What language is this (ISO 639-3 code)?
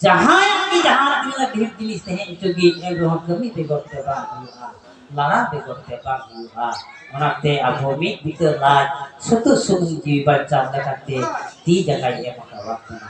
sat